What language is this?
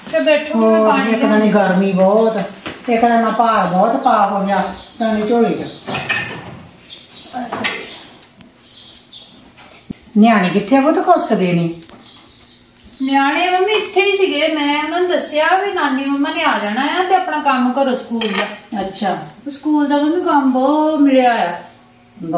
Punjabi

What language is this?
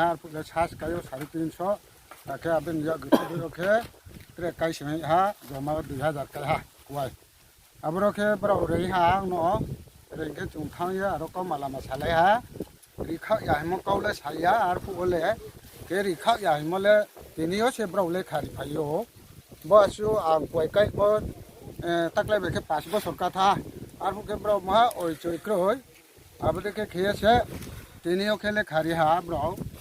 Riang (India)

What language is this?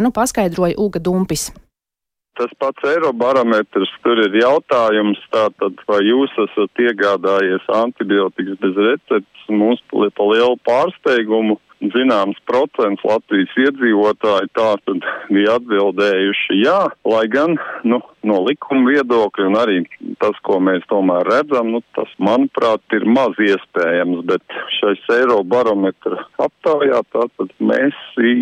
Latvian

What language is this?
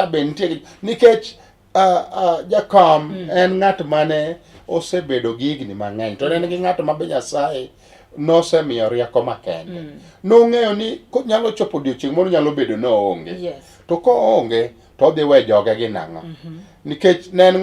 Luo (Kenya and Tanzania)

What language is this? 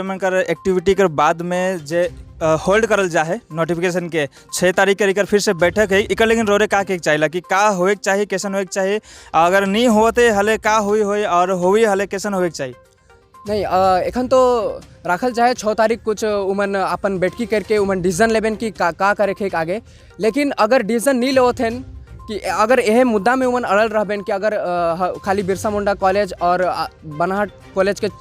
Sadri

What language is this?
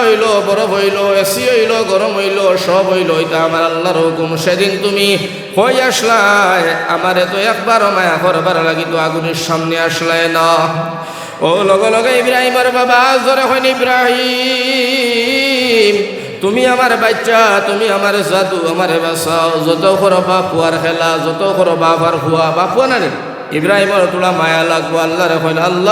Sylheti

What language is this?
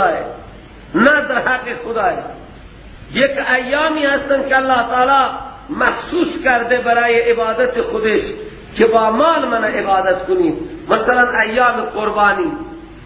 Persian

